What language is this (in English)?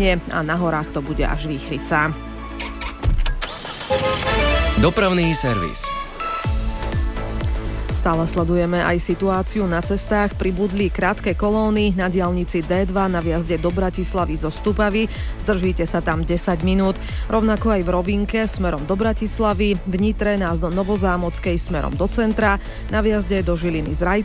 Slovak